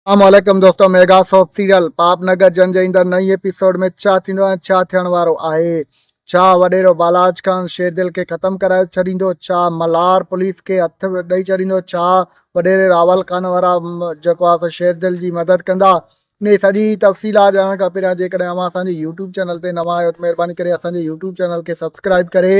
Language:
Sindhi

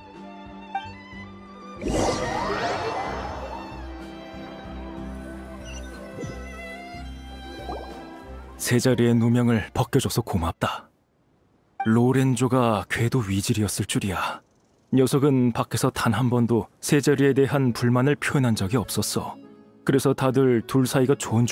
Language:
Korean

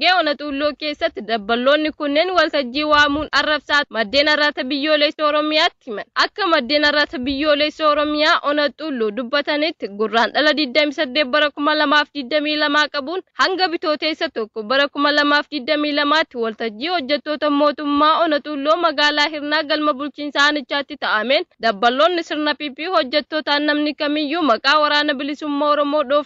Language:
Oromo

